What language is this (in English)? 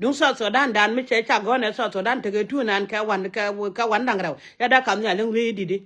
Nuer